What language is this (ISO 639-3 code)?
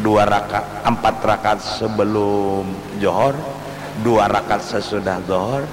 bjn